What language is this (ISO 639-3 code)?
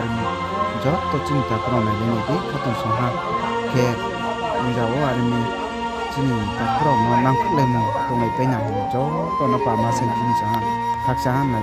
ria